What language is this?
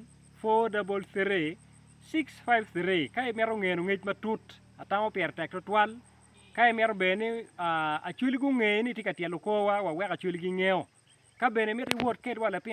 Acoli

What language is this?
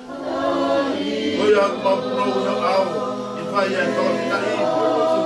Tongan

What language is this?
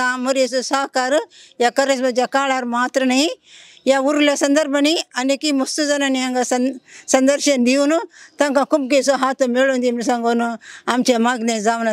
Konkani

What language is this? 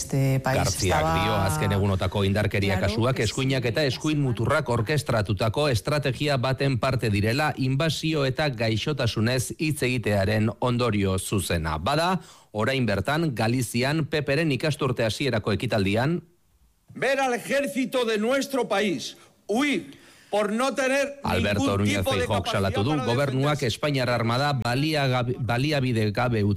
Basque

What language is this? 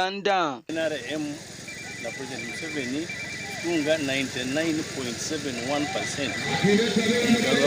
Nyankole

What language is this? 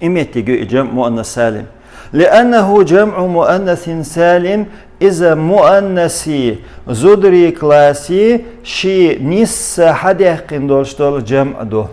Chechen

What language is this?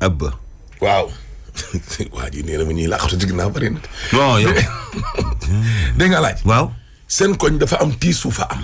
Wolof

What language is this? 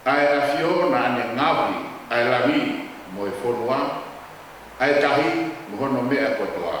Tongan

